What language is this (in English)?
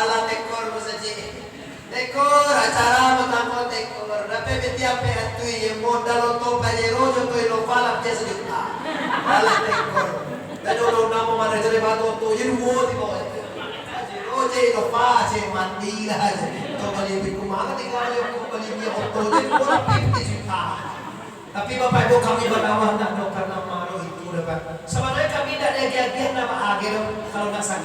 Minangkabau